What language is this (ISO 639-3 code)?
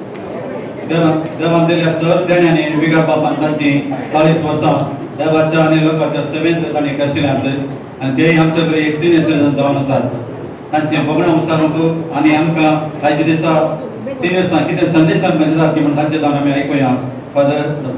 kok